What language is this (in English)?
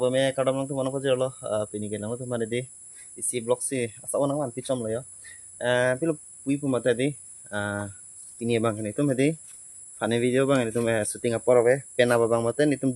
Karbi